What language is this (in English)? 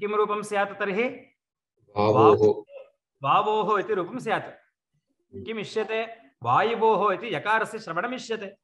Sanskrit